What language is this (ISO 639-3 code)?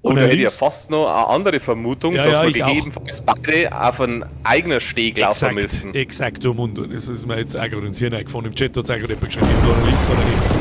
bar